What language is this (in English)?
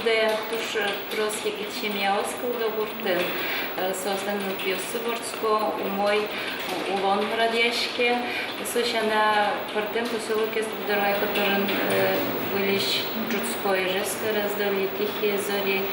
Udmurt